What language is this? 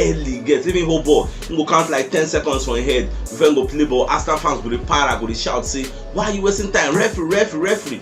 Nigerian Pidgin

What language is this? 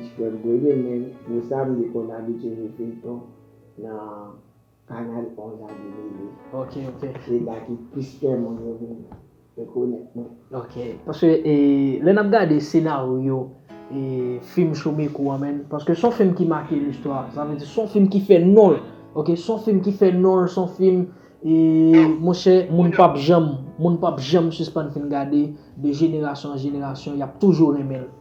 Haitian Creole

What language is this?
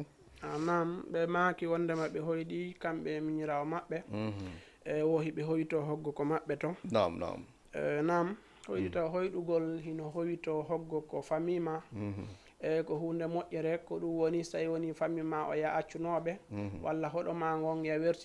Fula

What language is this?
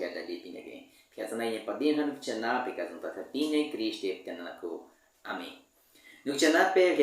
Baniwa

